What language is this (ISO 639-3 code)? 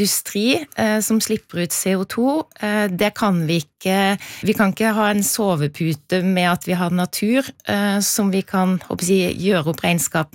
nor